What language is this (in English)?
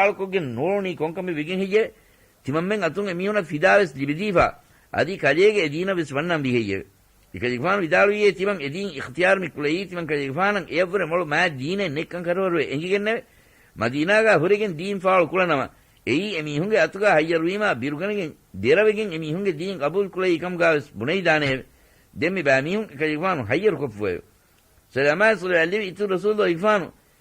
Divehi